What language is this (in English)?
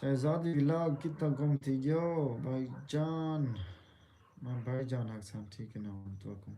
Saraiki